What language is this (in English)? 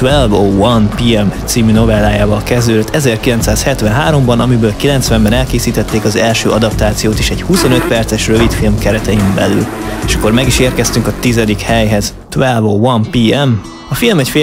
Hungarian